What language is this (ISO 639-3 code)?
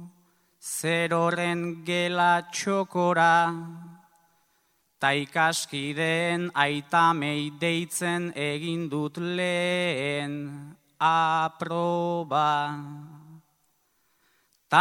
eus